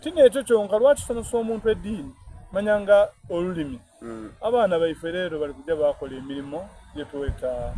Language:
Soga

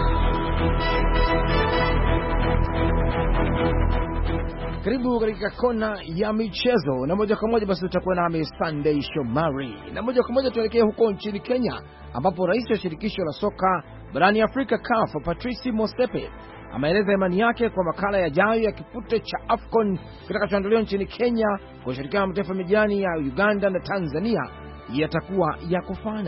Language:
Swahili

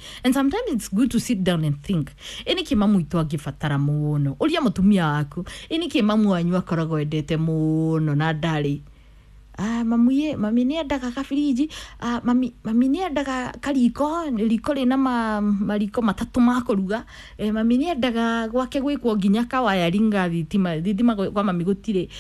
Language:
Kikuyu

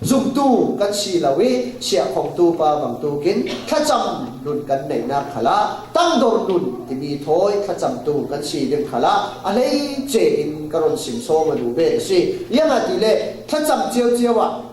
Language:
Falam Chin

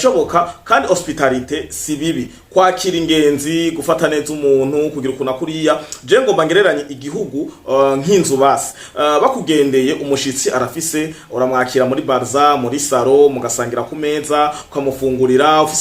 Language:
Rundi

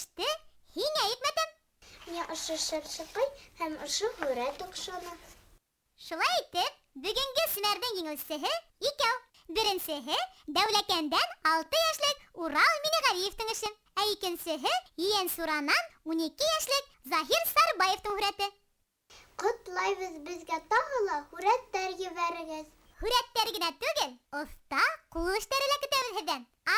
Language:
Bashkir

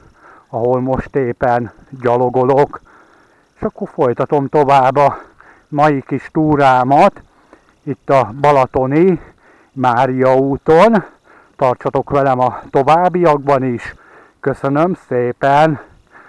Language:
Hungarian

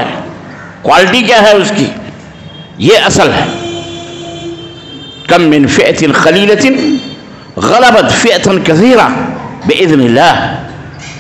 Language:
Urdu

